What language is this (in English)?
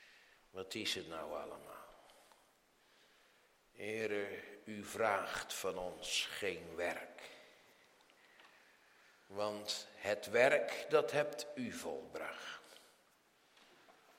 Dutch